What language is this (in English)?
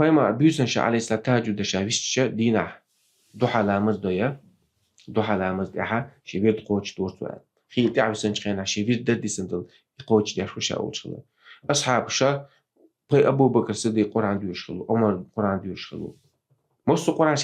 Chechen